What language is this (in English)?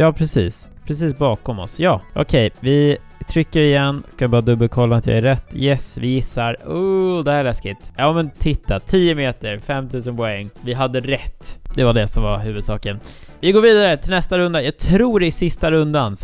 Swedish